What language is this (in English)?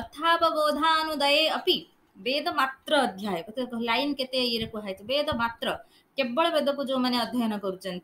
Odia